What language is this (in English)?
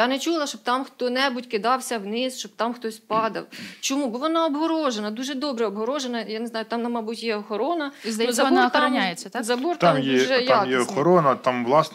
Ukrainian